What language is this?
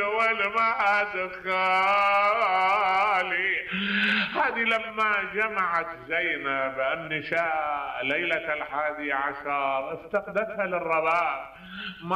Mesopotamian Arabic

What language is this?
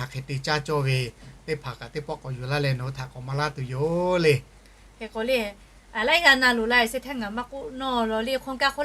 Lahu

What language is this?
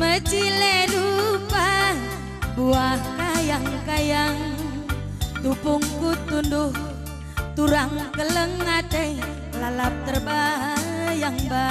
Batak Karo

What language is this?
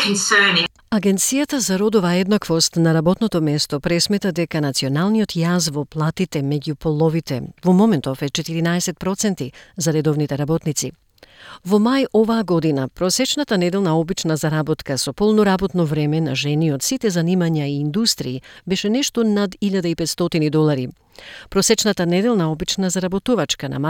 Macedonian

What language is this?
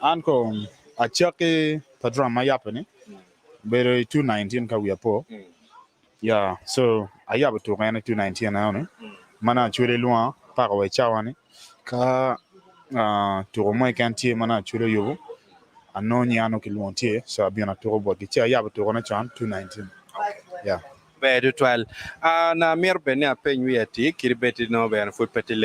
Acoli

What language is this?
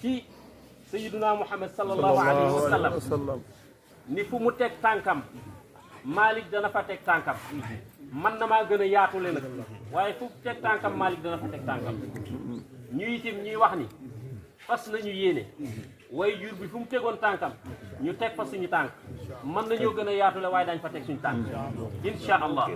Wolof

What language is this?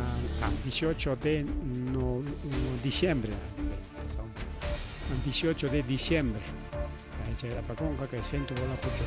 Ayacucho Quechua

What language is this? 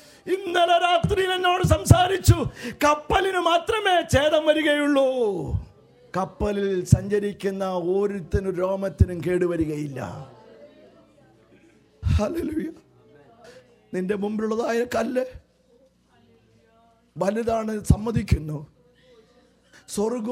Malayalam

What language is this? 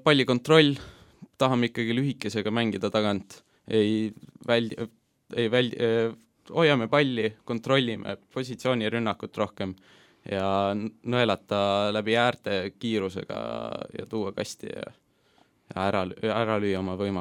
Estonian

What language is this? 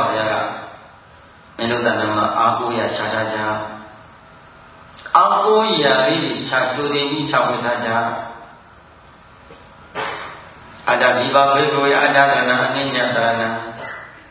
Burmese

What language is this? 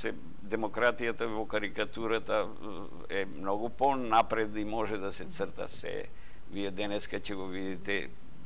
Macedonian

